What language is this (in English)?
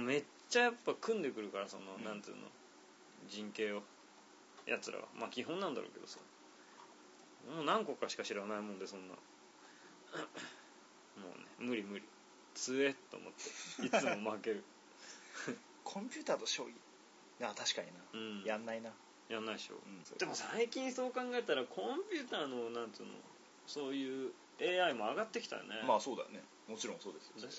Japanese